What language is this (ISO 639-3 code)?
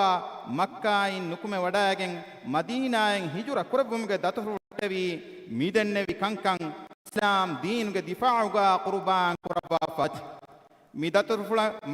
div